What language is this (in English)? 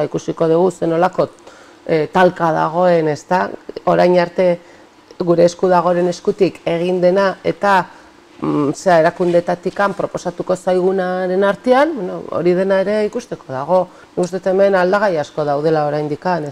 Basque